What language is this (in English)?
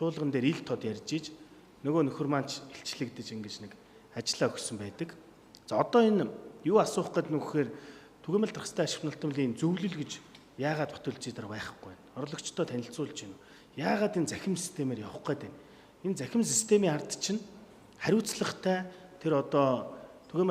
Mongolian